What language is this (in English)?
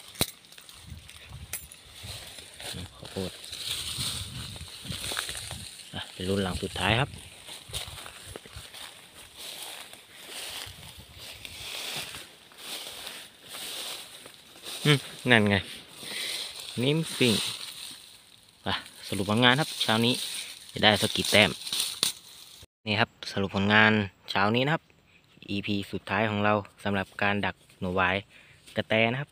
Thai